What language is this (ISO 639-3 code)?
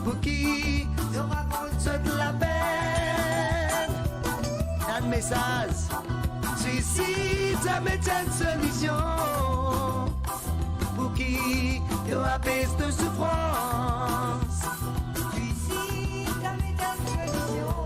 mfe